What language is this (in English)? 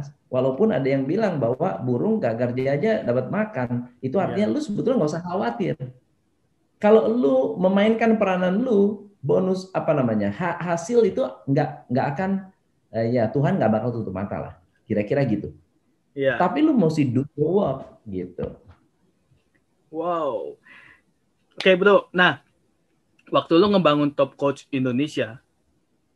Indonesian